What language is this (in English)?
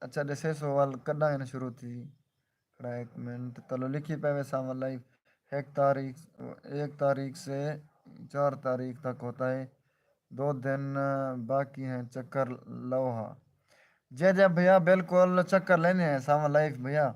Saraiki